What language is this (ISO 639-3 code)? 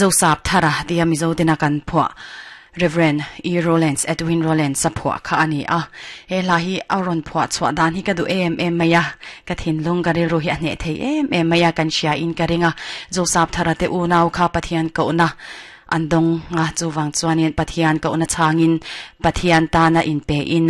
lus